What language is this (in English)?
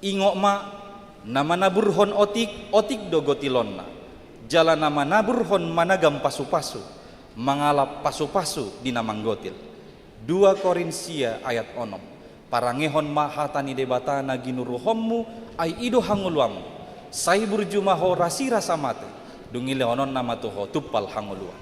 Batak Toba